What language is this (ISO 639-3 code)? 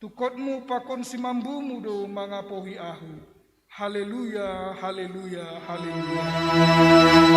bts